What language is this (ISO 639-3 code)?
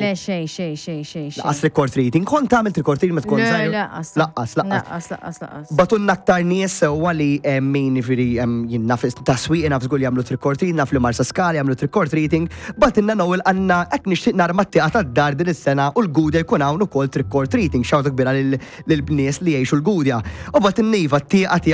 mlt